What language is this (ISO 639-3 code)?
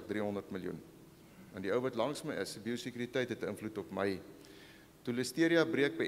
afr